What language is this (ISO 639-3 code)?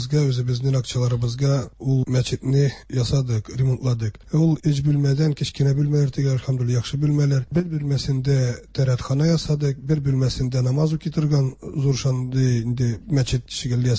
tat